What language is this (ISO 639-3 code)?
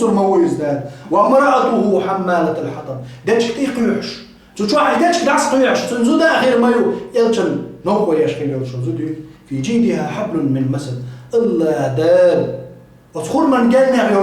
che